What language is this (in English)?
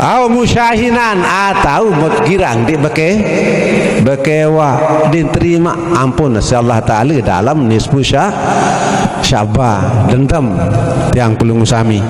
Sasak